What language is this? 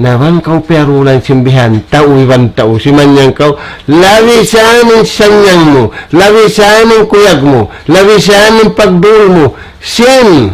Tausug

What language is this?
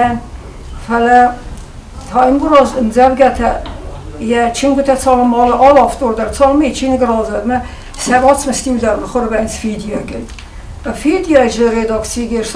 Ossetic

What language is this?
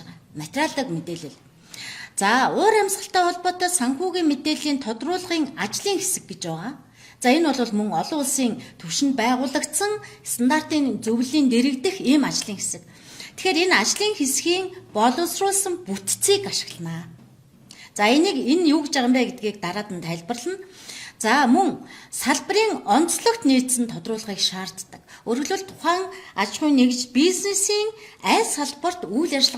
Mongolian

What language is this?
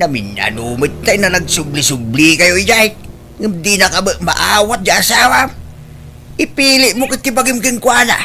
Iloko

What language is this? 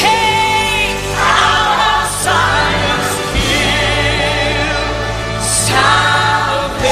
Tongan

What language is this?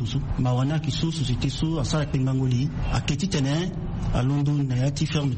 Sango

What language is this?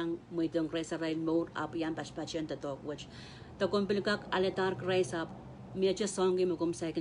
Pohnpeian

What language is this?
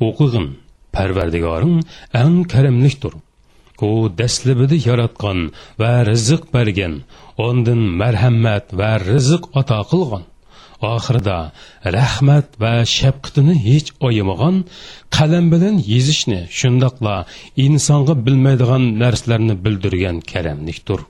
Uyghur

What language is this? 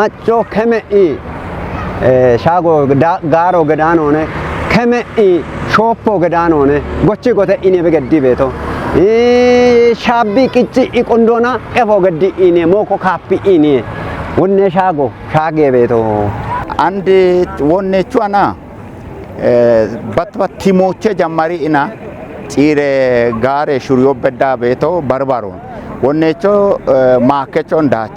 Kafa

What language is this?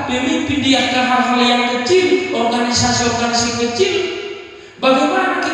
Batak Toba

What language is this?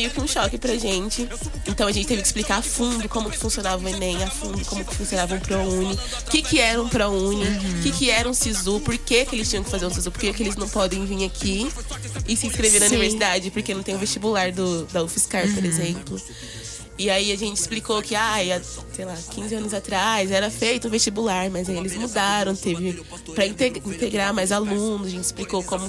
Portuguese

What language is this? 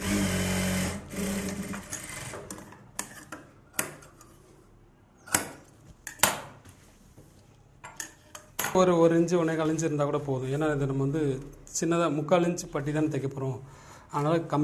Tamil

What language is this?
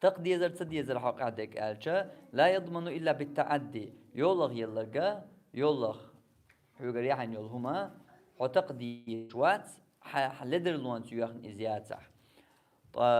Chechen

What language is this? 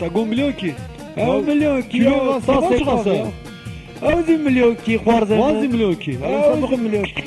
Kurdish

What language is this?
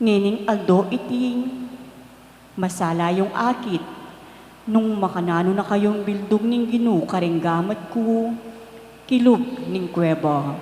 Pampanga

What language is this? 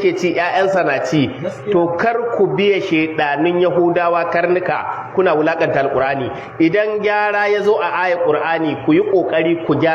Hausa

